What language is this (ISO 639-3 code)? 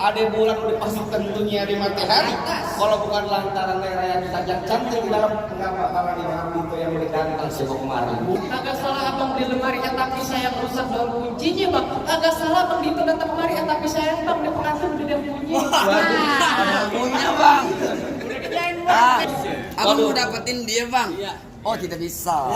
bew